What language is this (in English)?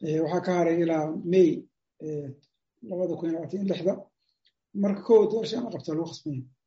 Somali